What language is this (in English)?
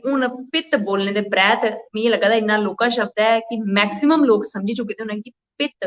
Dogri